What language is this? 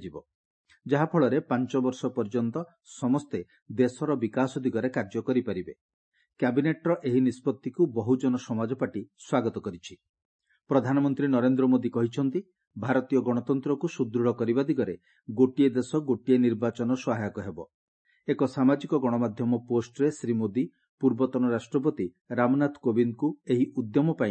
Odia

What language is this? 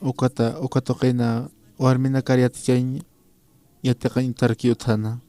Aymara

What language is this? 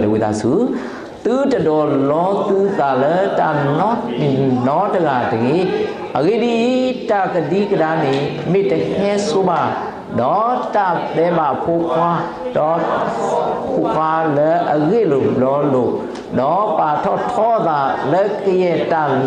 S'gaw Karen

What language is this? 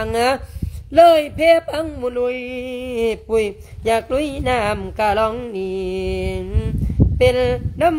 Lao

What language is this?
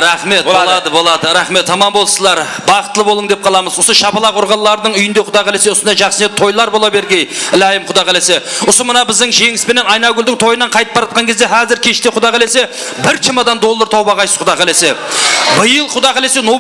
Kara-Kalpak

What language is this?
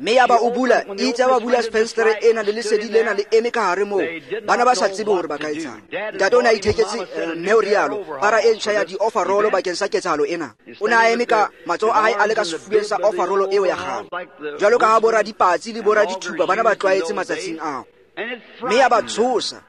Tswana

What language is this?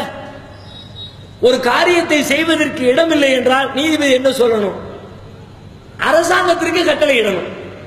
Tamil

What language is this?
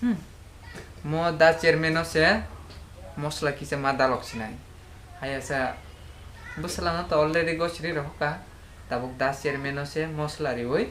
Kok Borok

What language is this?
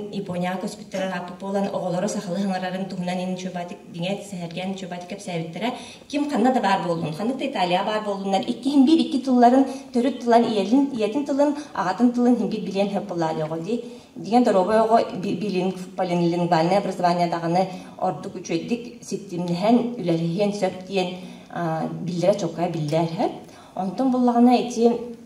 Yakut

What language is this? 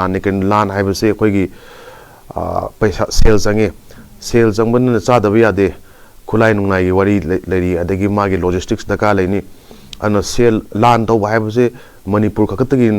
Manipuri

